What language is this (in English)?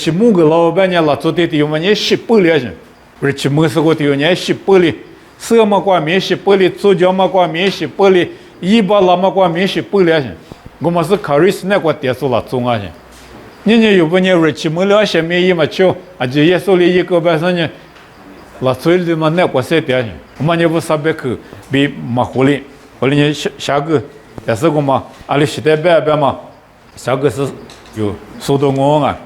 Lisu